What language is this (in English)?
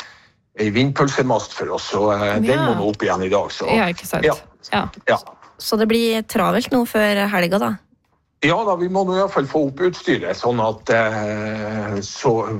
Norwegian